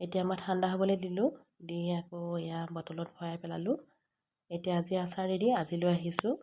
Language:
Assamese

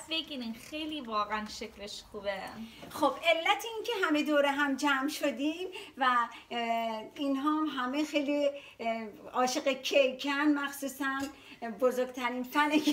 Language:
Persian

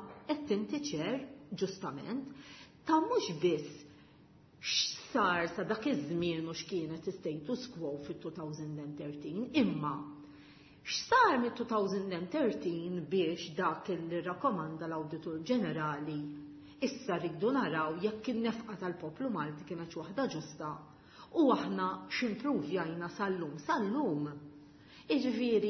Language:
Maltese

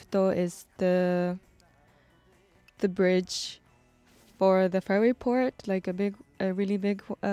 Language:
English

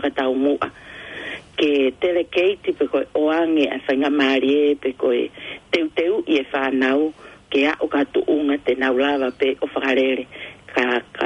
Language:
Tongan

